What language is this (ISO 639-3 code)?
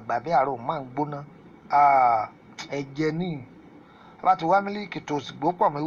yor